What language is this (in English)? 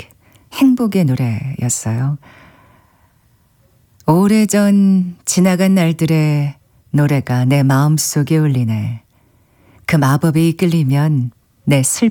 Korean